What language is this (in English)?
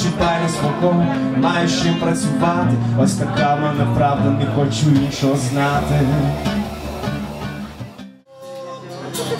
Ukrainian